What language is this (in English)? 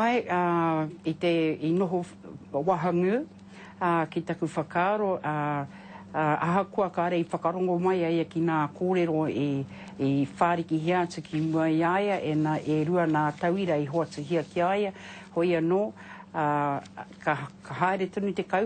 Māori